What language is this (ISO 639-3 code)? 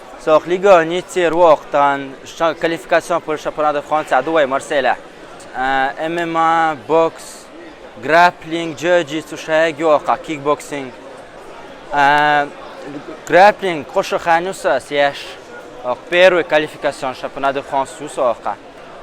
che